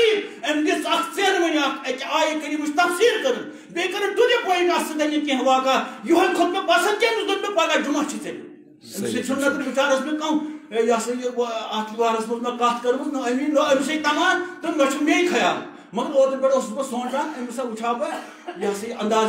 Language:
Kashmiri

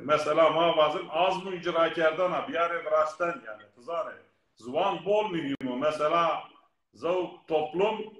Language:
Zaza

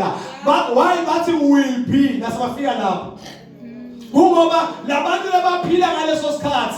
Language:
Zulu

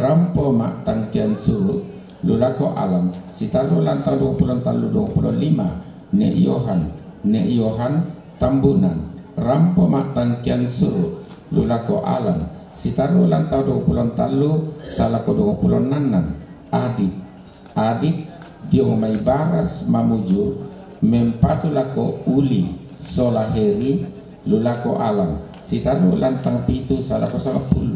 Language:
Toraja-Sa'dan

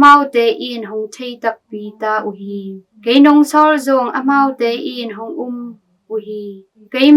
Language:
Tedim Chin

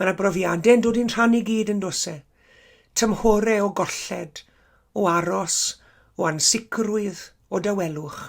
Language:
Welsh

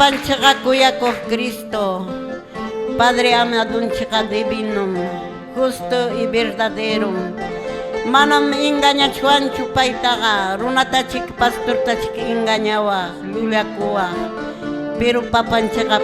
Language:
Quechua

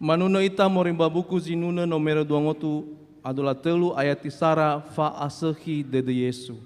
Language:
Nias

